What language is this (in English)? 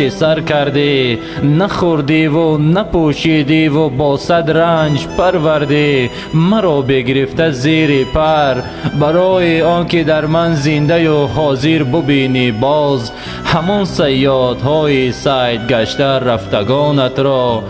Tajik